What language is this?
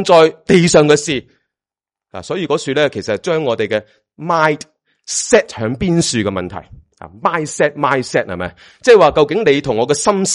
Cantonese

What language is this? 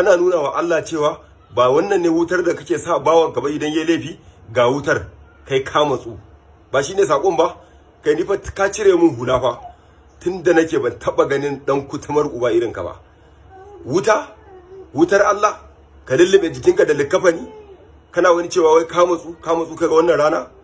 Hausa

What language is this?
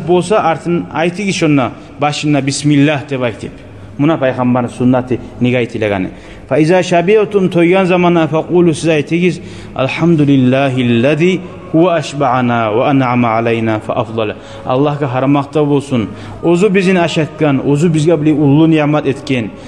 Kumyk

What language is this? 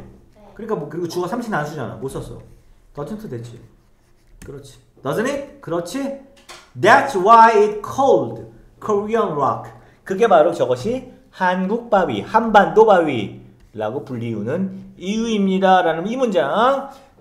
Korean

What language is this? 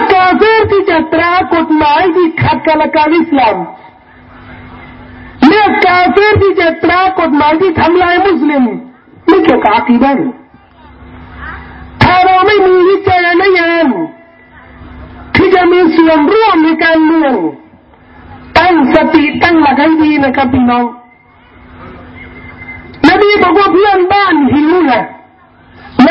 Thai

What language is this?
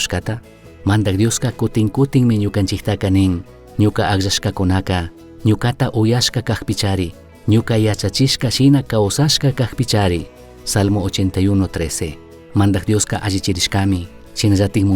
Chimborazo Highland Quichua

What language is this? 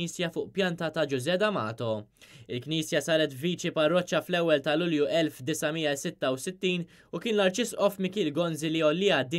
Maltese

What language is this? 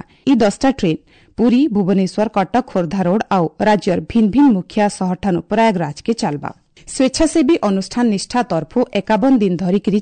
Odia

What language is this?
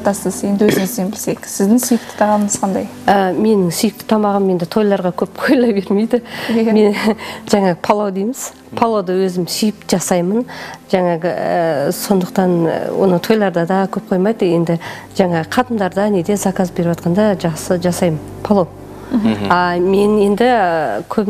Kazakh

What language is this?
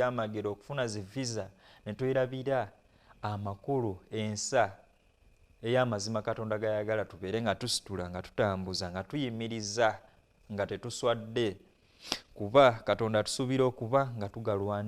Ganda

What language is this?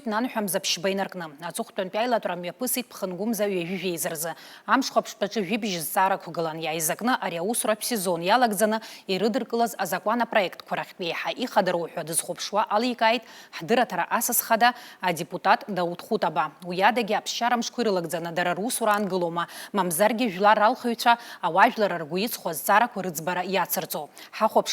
Abkhazian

